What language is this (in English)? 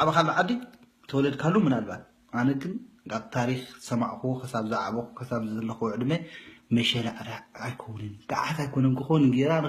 Tigrinya